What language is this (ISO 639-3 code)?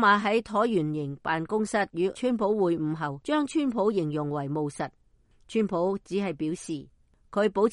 yue